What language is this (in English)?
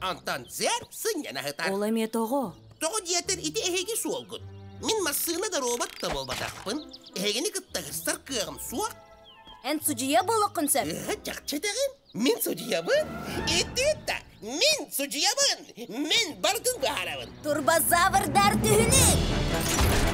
Yakut